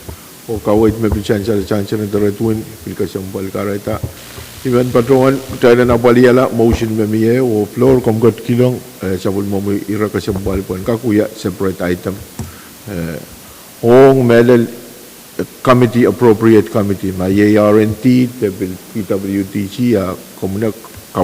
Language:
Pohnpeian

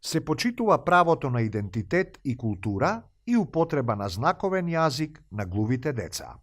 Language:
Macedonian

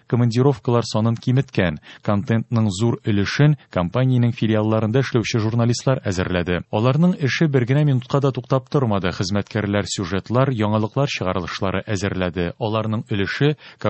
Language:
Tatar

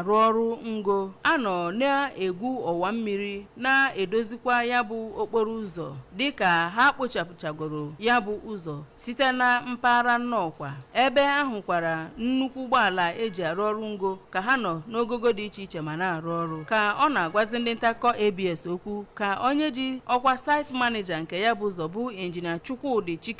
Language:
Igbo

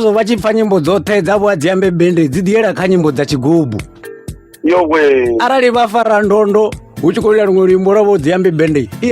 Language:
Venda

